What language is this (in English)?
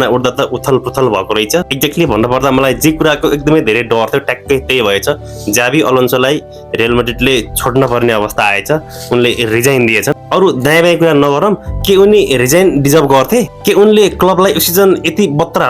Nepali